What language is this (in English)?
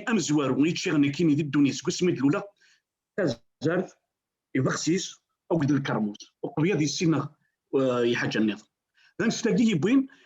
Kabyle